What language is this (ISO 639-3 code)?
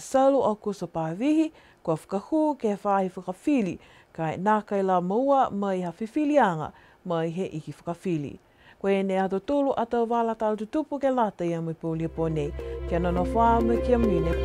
niu